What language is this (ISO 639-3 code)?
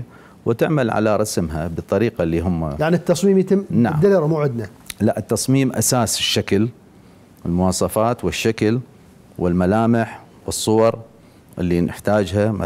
acm